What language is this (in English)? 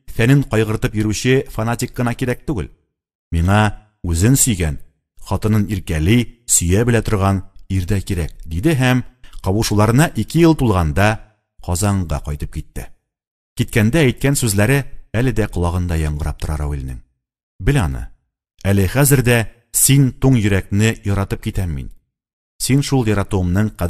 Tatar